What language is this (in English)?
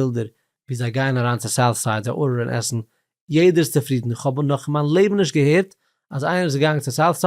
Yiddish